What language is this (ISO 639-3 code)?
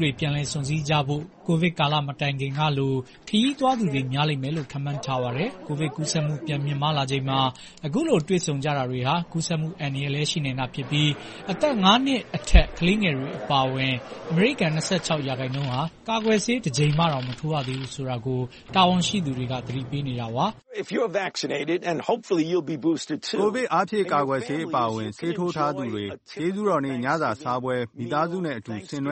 mya